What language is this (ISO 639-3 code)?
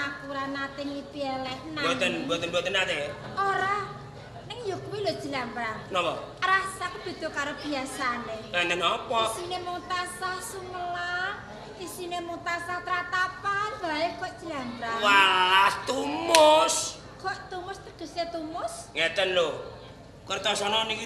jav